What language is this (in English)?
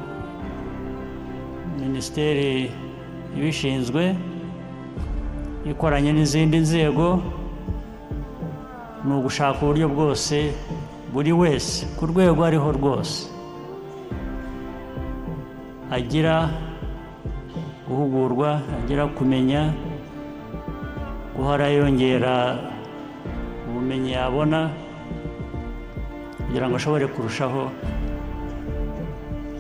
Kinyarwanda